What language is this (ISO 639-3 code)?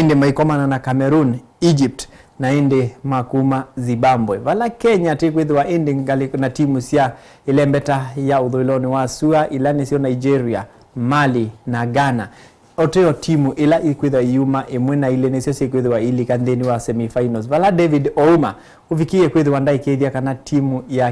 kam